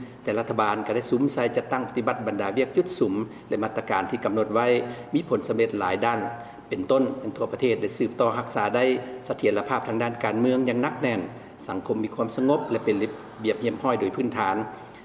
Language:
Lao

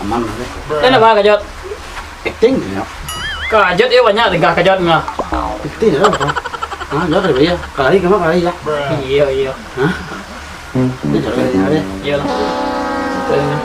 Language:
Minangkabau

